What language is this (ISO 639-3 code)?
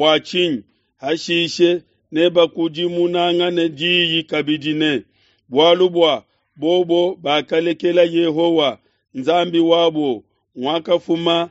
lua